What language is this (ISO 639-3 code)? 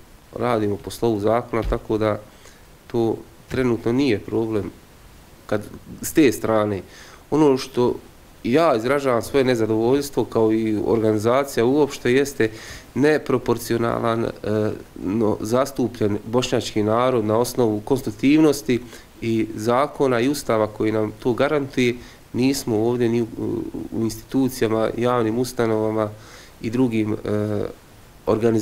bos